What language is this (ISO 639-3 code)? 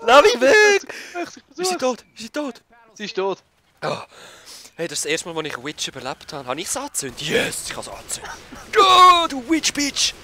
gsw